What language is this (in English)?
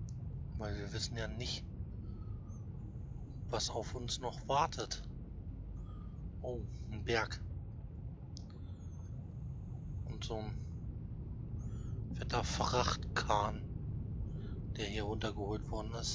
German